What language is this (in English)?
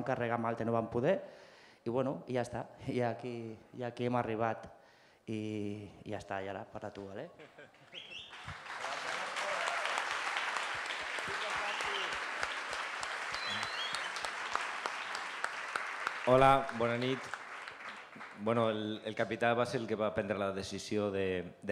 Catalan